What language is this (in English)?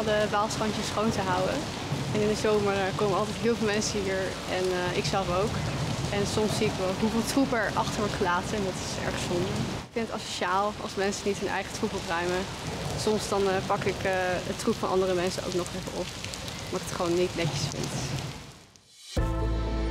Dutch